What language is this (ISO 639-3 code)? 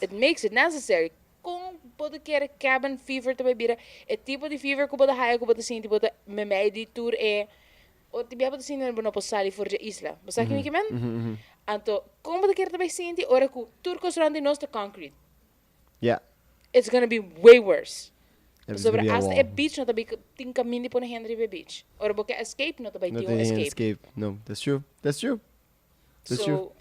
pap